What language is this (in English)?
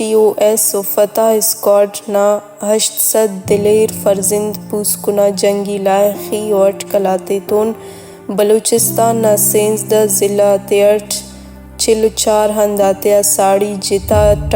Brahui